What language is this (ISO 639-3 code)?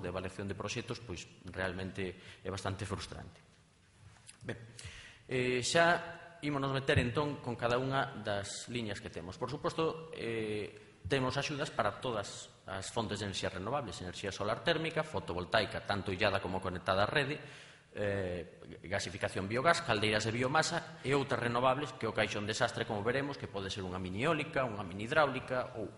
glg